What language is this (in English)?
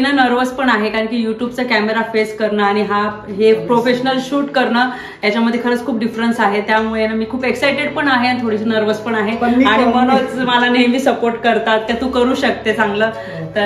Marathi